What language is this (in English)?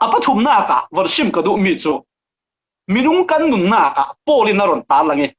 Falam Chin